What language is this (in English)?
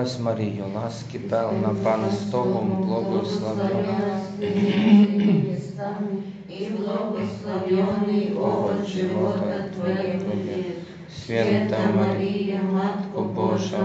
Ukrainian